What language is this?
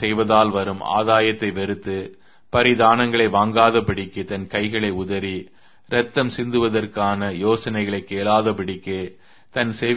Tamil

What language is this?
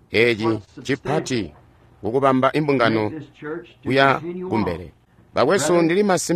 Tonga (Zambia)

